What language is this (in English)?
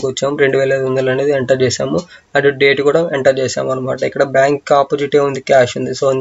Telugu